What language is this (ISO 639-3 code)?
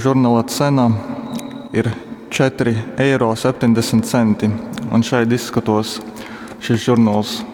ltg